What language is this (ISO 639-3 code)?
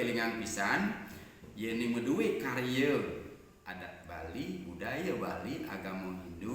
ban